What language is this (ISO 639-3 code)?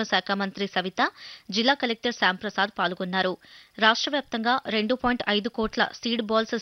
tel